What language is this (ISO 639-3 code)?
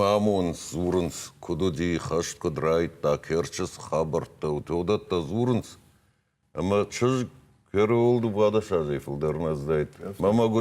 oss